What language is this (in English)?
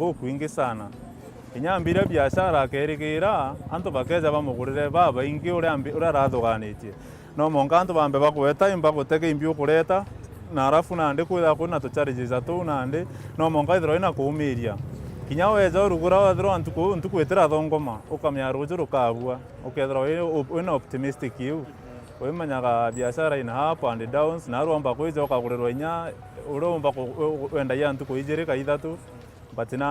Meru